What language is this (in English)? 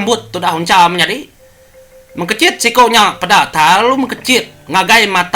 Iban